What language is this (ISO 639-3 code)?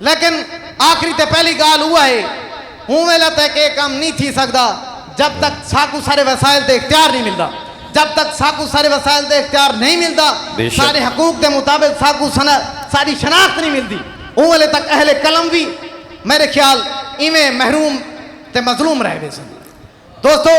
skr